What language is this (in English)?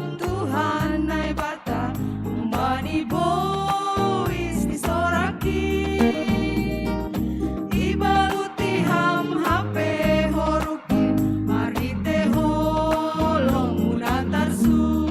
Batak Simalungun